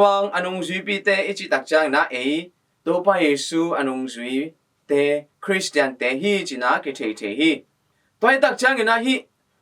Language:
Tedim Chin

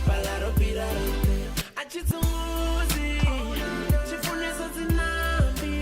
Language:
Venda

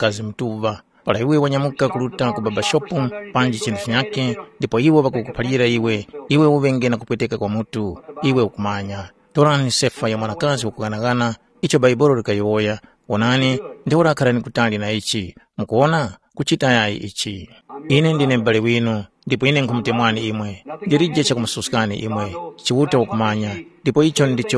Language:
Tumbuka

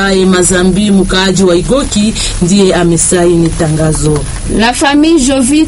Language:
Swahili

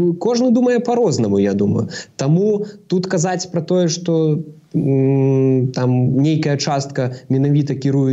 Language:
Belarusian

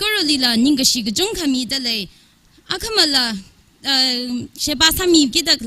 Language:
Tangkhul Naga (India)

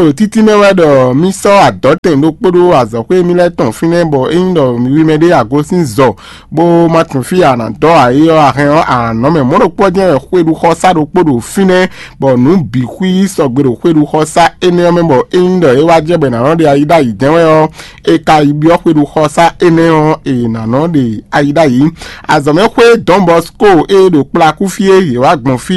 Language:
Fon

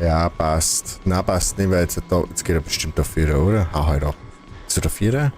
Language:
Bavarian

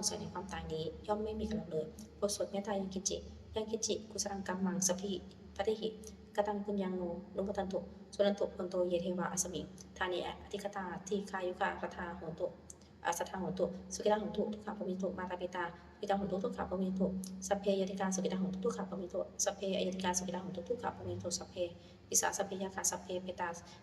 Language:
Pali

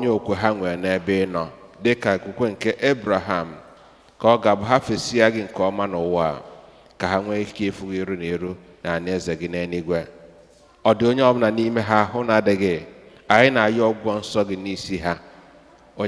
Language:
Igbo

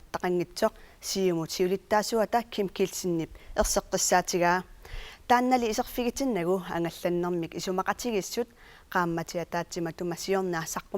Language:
Kalaallisut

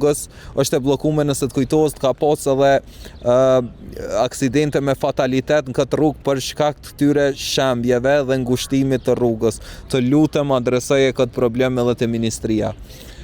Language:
Albanian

